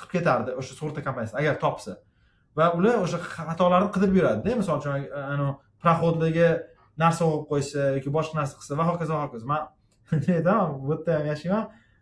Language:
Uzbek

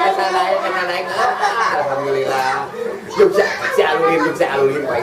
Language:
Sundanese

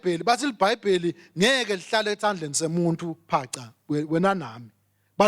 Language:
Swati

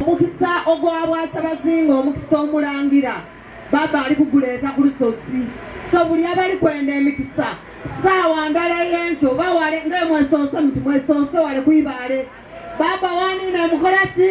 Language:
Soga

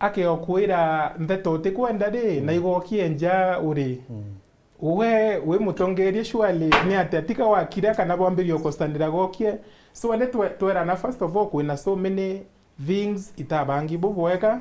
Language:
Meru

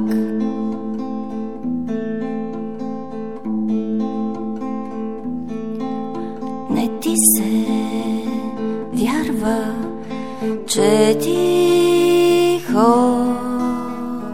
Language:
Bulgarian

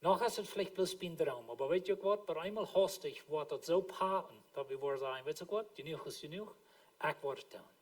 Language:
Plautdietsch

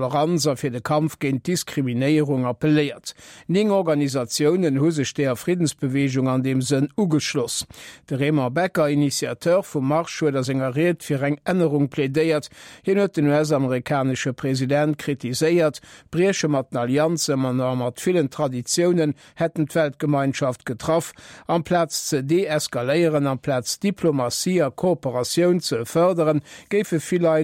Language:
Luxembourgish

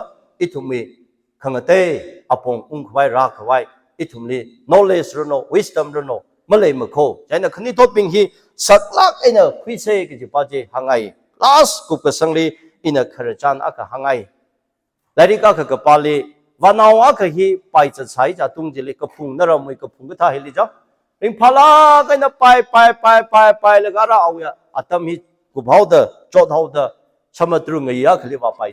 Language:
Tangkhul Naga (India)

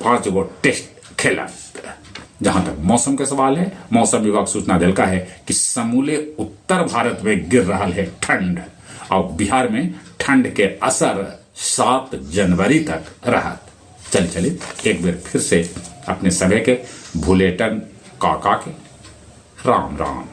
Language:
Magahi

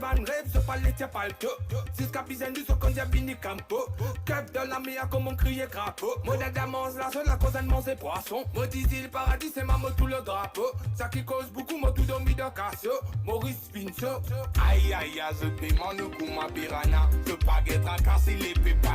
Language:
Morisyen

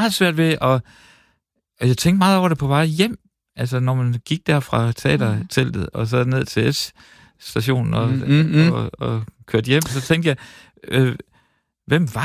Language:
Danish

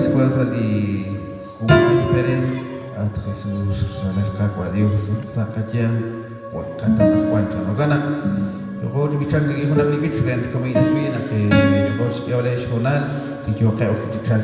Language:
Kekchí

